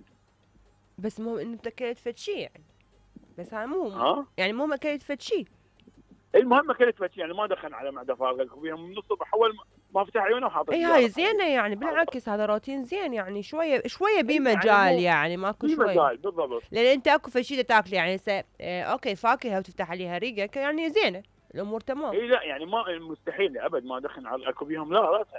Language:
Mesopotamian Arabic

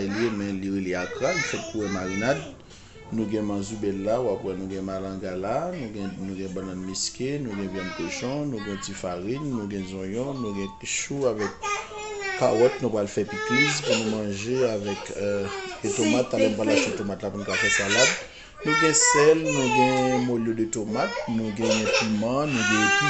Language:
Haitian Creole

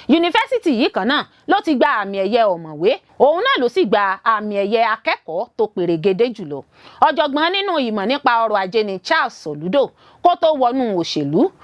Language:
Yoruba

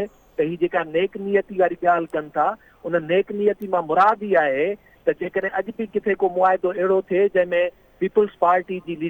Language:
Sindhi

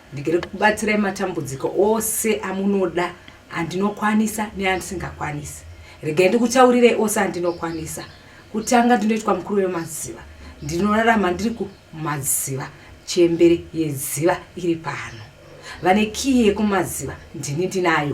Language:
Shona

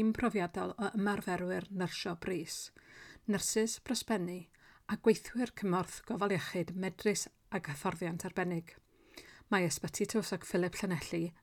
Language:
Welsh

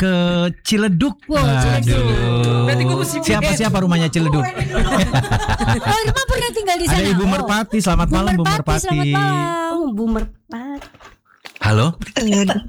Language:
Indonesian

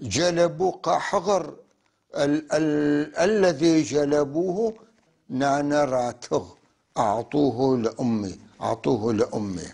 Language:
North Levantine Arabic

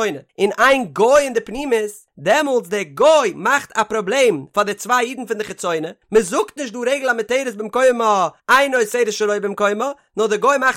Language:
Yiddish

